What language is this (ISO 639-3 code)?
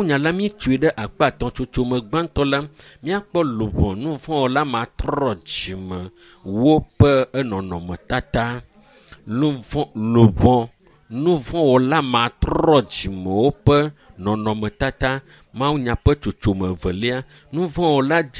ewe